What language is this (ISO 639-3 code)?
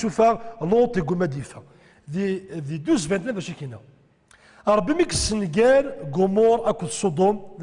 kab